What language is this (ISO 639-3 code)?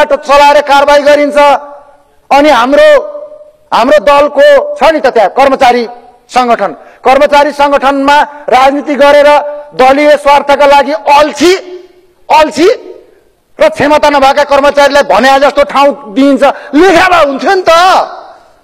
nep